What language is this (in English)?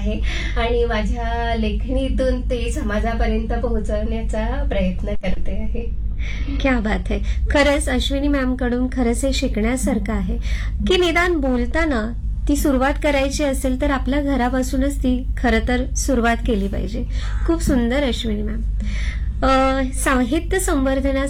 Marathi